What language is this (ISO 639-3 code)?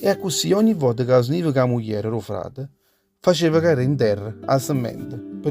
nap